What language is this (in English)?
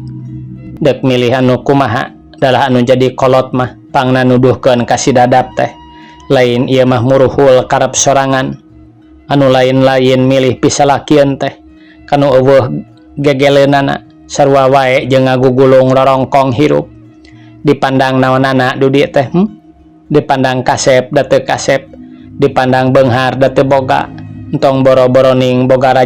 Sundanese